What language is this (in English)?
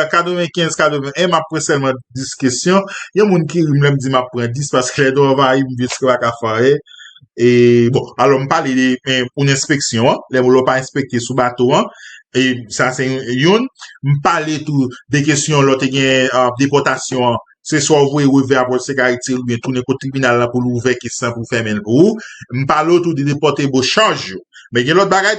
Haitian Creole